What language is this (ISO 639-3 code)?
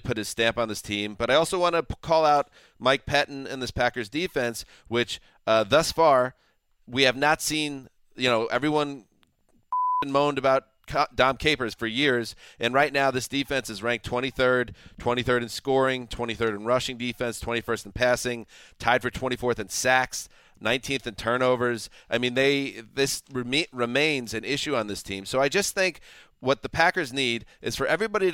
eng